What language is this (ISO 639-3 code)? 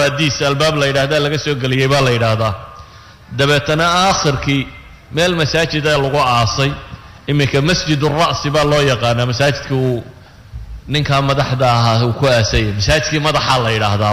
som